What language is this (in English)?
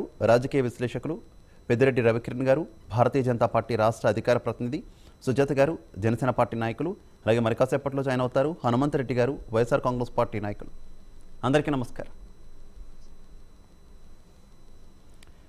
Telugu